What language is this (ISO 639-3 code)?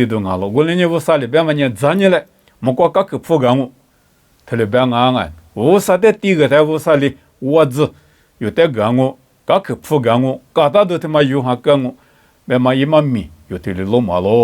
lis